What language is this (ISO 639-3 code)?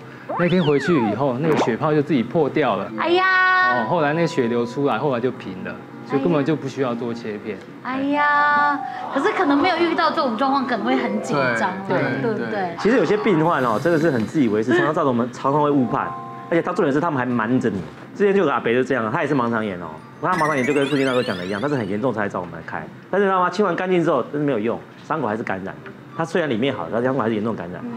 zho